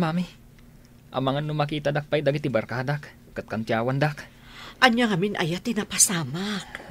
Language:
Iloko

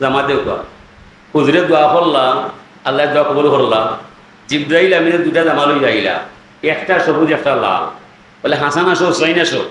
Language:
Sylheti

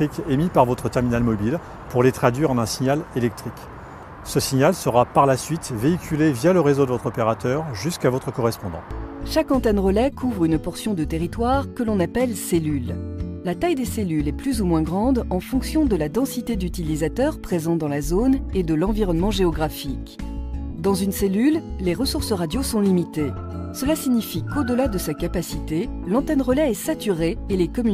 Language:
French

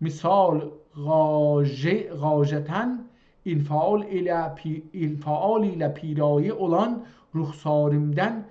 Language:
South Azerbaijani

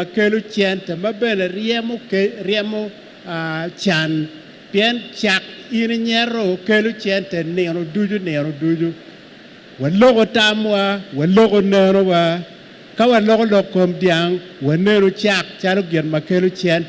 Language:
Acoli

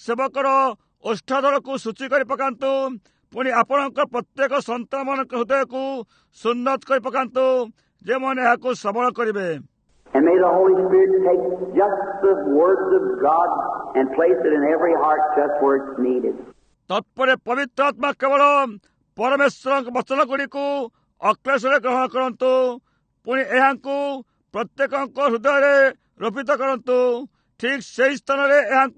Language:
Odia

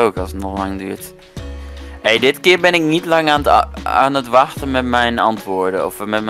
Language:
Dutch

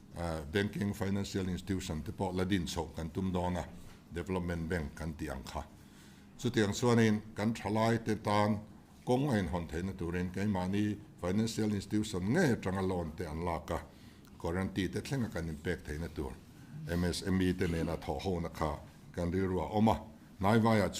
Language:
Mizo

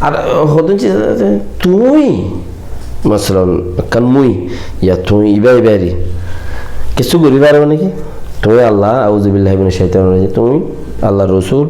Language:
Rohingya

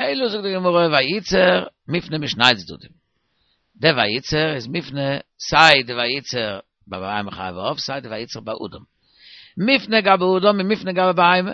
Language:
Yiddish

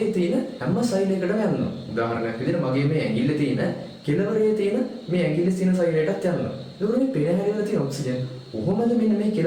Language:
Sinhala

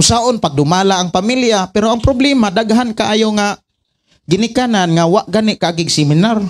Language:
Cebuano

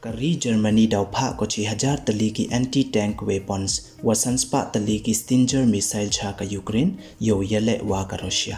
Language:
Pnar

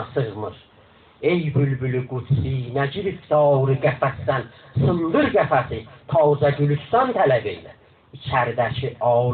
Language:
South Azerbaijani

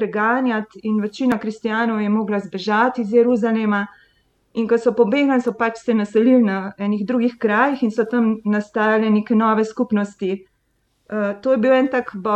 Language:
Slovenian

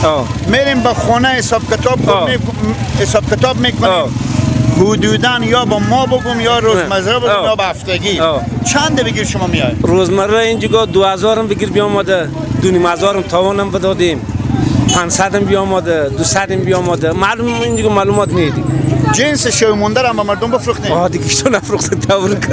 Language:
Persian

